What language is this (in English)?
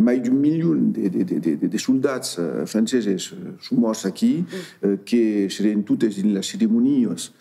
Occitan